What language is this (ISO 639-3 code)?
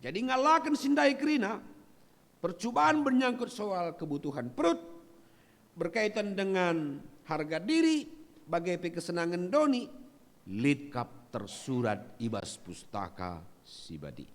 btx